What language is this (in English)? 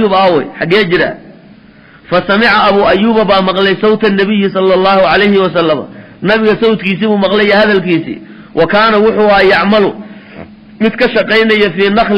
Somali